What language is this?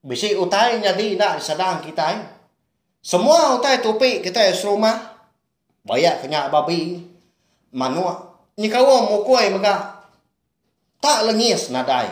Iban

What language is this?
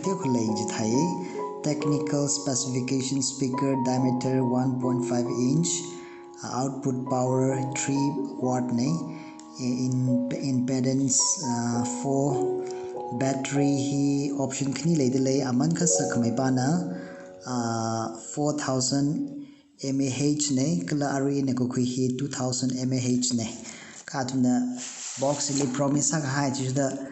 Tangkhul Naga (India)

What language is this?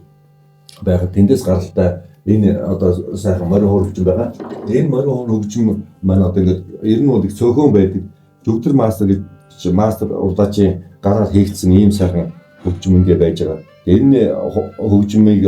Mongolian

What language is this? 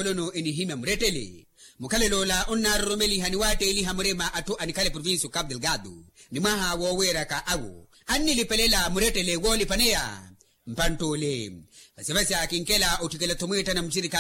Makhuwa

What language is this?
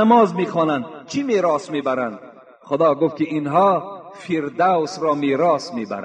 Tajik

